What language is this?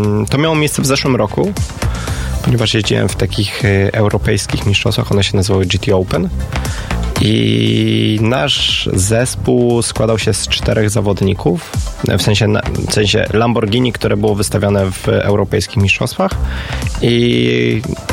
Polish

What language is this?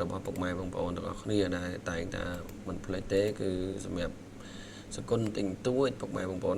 Khmer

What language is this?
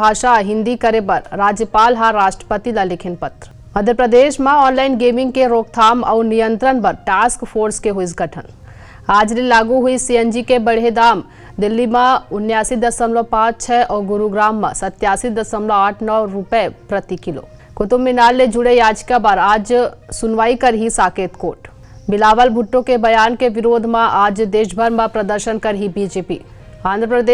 Chhattisgarhi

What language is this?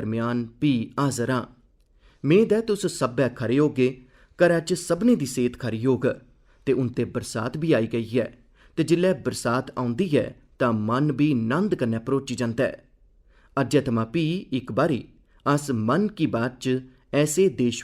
Dogri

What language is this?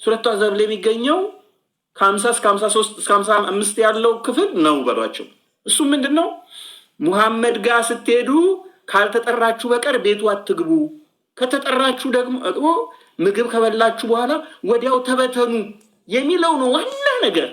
Amharic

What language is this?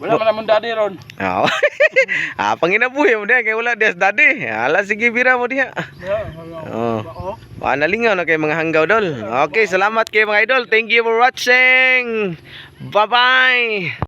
Cebuano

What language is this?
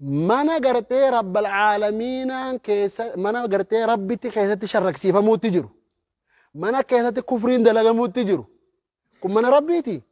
Oromo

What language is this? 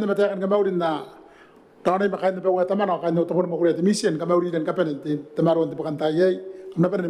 Gilbertese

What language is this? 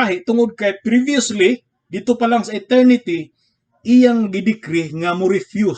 Cebuano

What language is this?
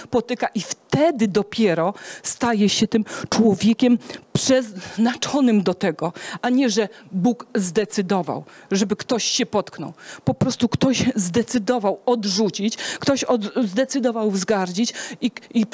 Polish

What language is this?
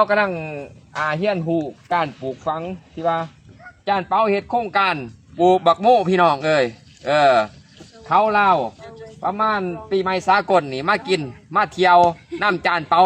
Lao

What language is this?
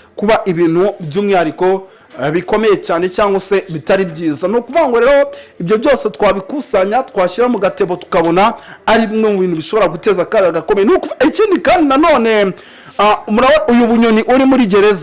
Kinyarwanda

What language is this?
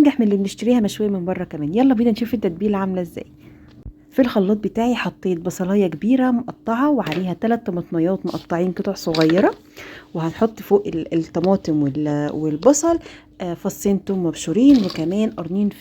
Egyptian Arabic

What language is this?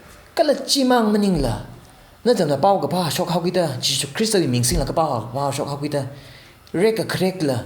Tangkhul Naga (India)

